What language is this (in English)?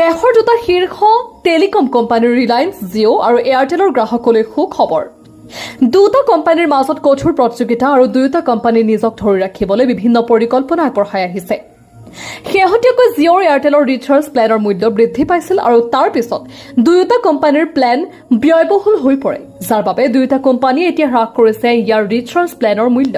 Assamese